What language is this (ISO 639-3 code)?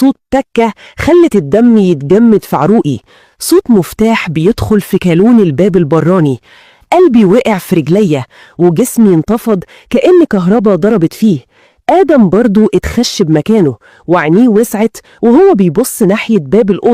arz